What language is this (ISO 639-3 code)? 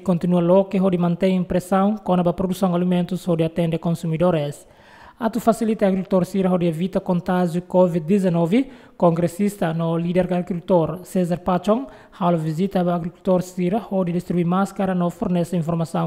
tet